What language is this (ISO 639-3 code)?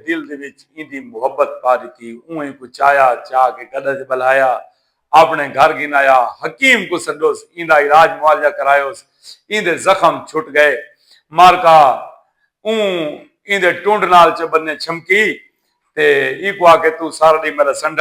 skr